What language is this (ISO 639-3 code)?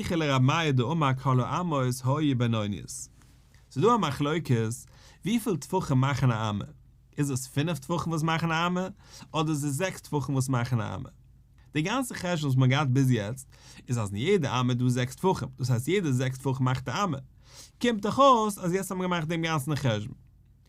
yid